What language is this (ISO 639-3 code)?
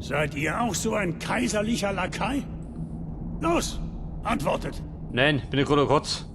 bar